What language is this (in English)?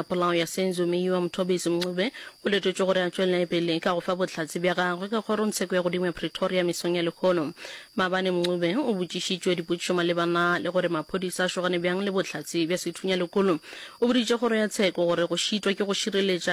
Northern Sotho